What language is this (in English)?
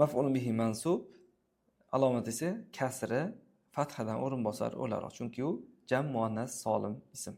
Uzbek